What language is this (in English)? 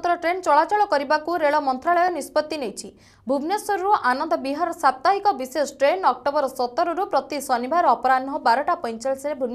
Odia